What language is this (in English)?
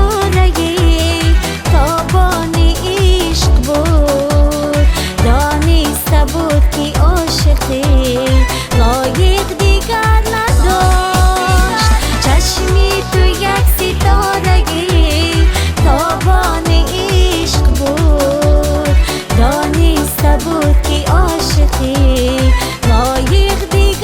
Tajik